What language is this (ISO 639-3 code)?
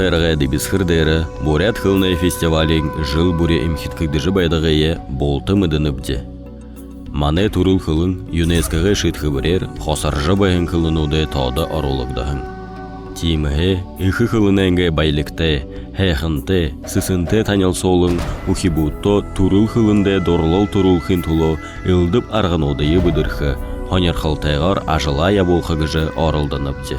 bua